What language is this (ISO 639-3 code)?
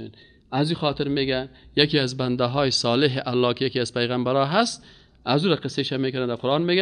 fas